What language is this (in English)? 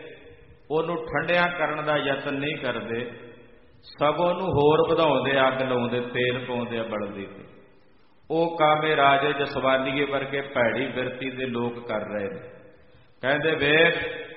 Punjabi